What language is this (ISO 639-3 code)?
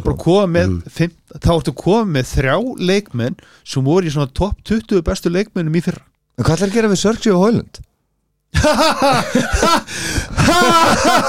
isl